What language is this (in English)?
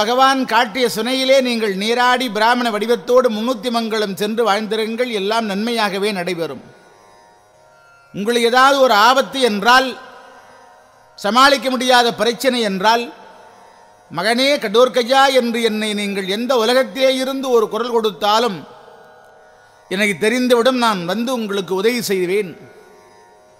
Tamil